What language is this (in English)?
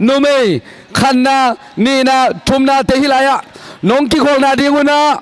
Tedim Chin